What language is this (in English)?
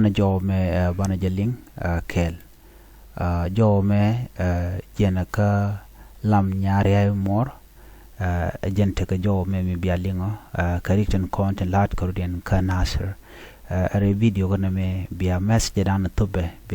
Nuer